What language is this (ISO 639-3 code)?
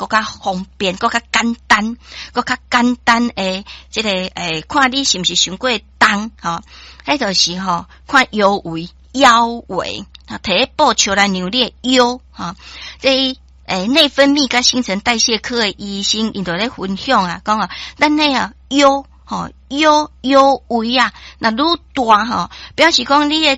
nan